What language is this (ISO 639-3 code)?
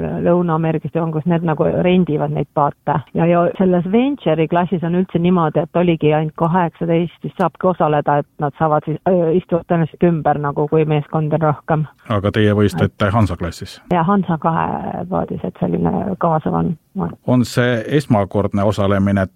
est